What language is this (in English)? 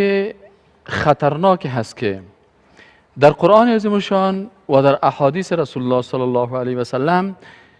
Persian